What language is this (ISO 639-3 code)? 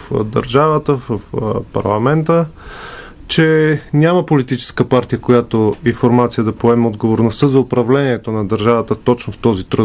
bul